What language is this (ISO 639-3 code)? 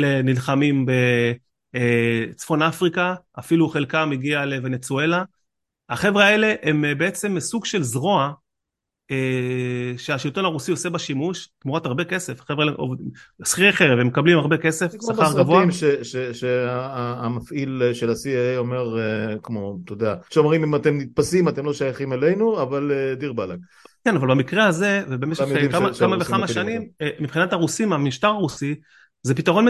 heb